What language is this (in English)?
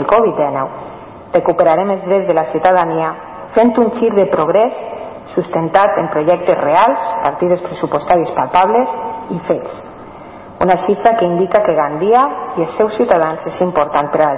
Catalan